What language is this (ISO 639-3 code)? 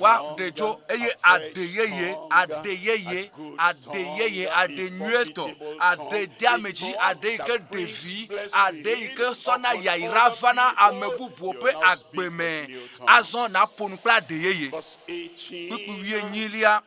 ewe